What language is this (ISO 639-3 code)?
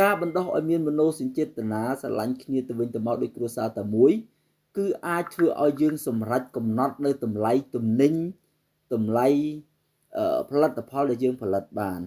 khm